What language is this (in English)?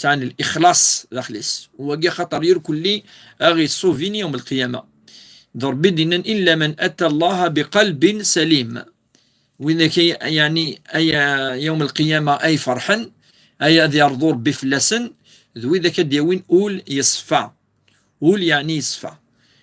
Kabyle